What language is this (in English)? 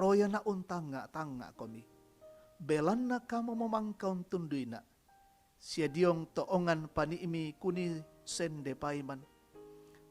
Toraja-Sa'dan